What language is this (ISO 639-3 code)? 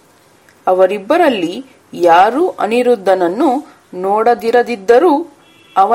kan